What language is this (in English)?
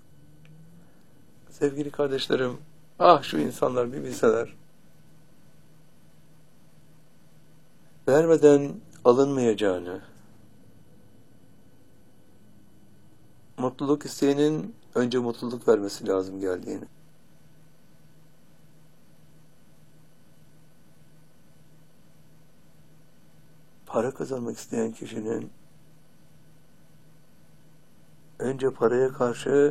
Turkish